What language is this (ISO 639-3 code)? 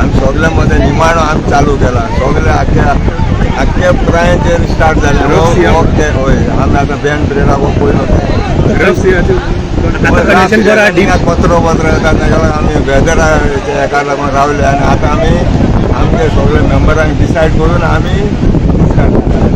kok